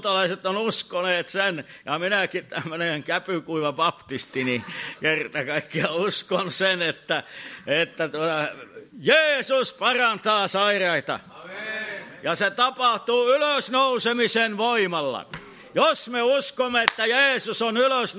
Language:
Finnish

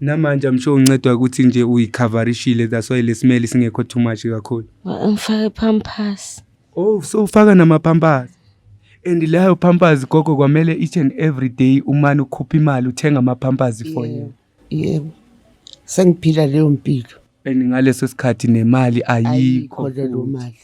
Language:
Zulu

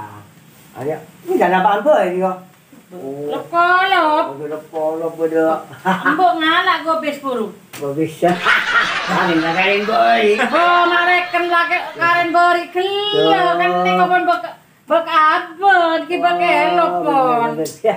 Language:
Madurese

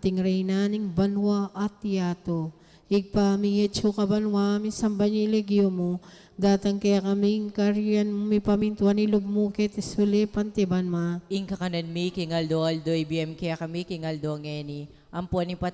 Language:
Pampanga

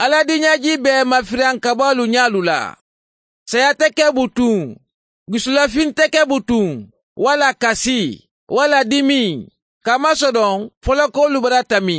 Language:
Mandingo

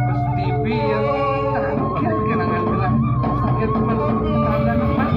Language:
Balinese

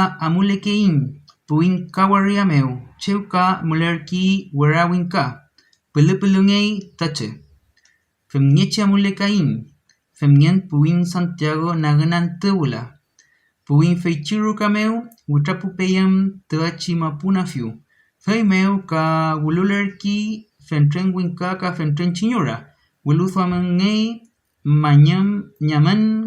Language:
Mapuche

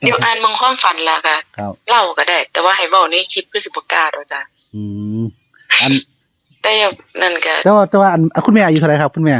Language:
Northeastern Thai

